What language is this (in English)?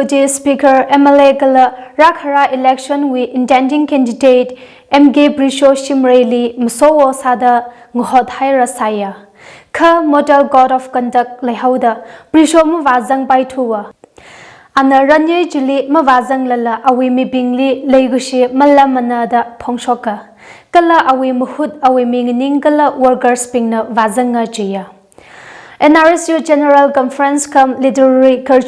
Tangkhul Naga (India)